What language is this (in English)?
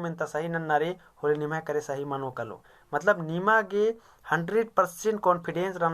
Kurukh